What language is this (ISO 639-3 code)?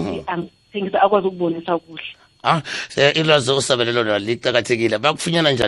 nbl